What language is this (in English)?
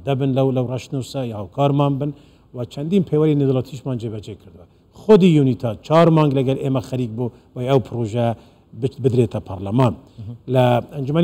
Central Kurdish